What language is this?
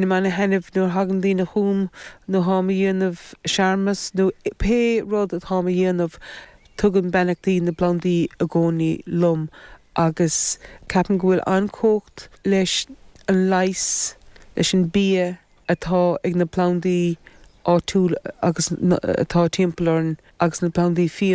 Irish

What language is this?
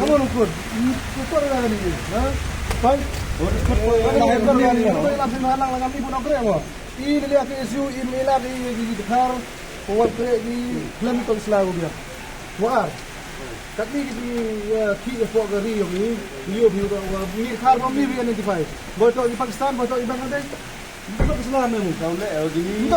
Khasi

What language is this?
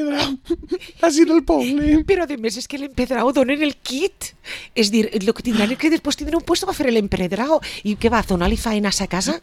Catalan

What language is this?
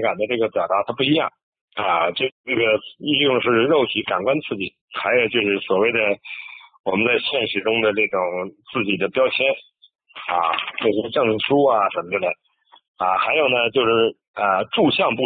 Chinese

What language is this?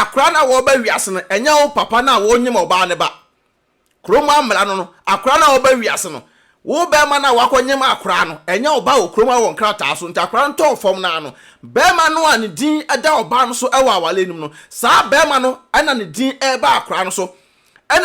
Akan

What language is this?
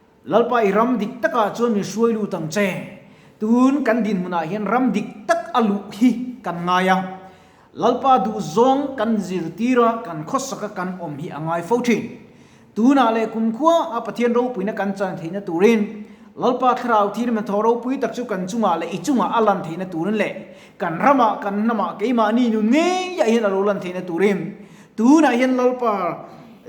Mizo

